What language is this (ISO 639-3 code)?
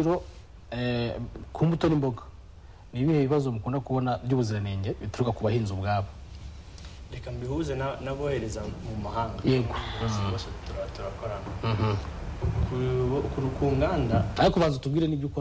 kin